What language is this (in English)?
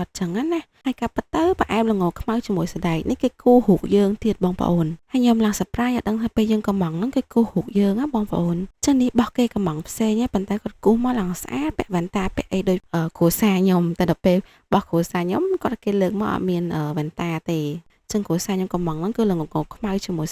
Khmer